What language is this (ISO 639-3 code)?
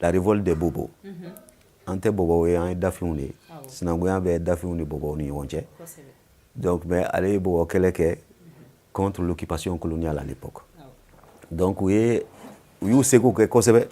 bam